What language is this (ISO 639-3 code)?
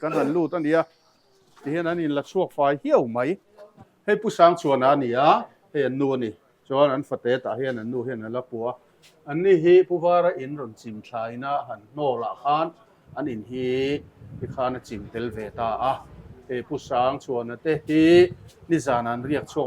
lus